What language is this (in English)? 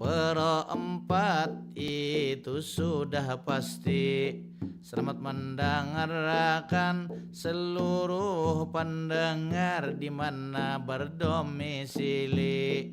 Banjar